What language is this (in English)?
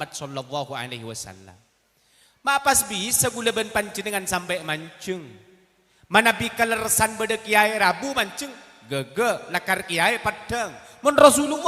Madurese